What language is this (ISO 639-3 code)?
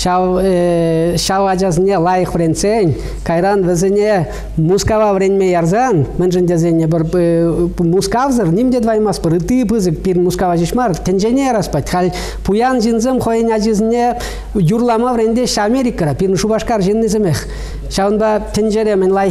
chv